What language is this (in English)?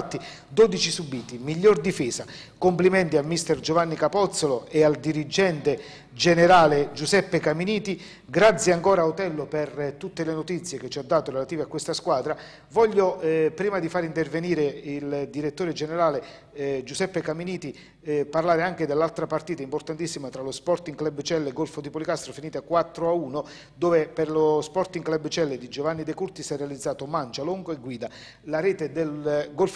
Italian